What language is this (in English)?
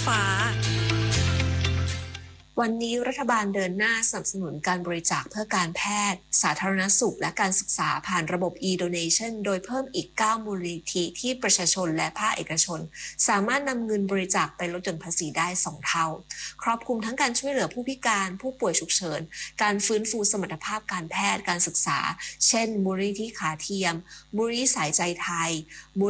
Thai